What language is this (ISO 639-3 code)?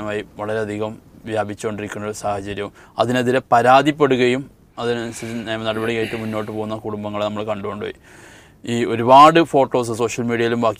mal